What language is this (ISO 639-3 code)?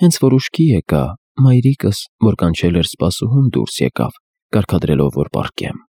hye